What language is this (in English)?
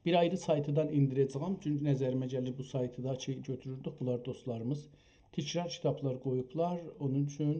South Azerbaijani